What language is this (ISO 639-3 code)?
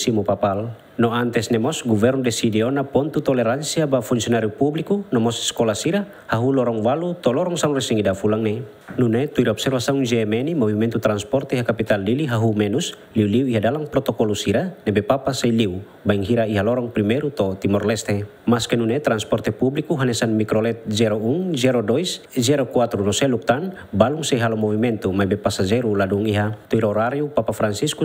tet